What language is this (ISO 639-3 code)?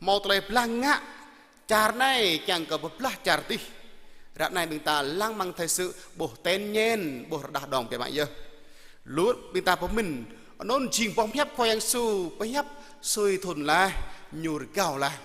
jra